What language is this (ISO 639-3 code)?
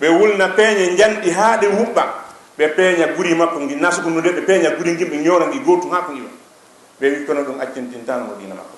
ful